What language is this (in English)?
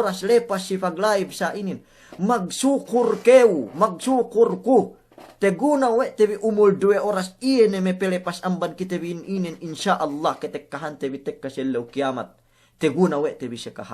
Yakan